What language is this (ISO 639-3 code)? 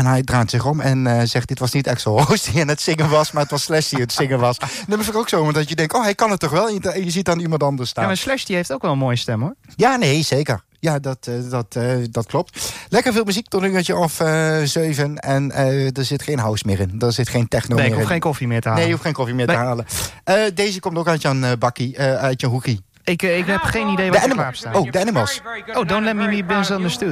nld